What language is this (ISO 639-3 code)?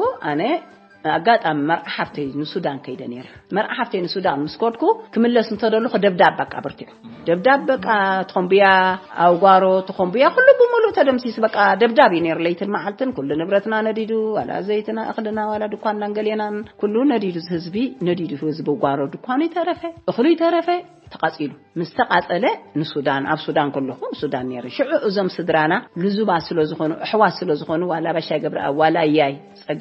tir